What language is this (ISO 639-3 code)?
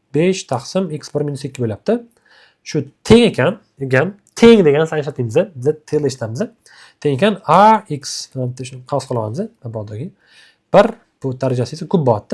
uzb